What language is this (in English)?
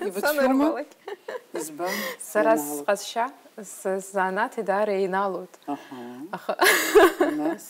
Abkhazian